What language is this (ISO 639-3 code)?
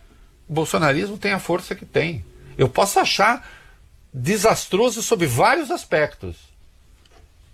por